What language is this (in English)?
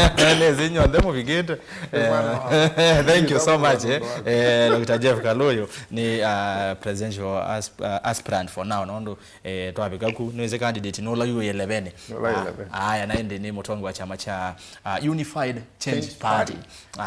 Kamba